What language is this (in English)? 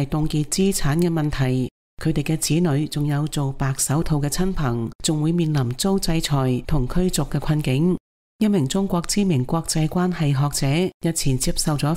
Cantonese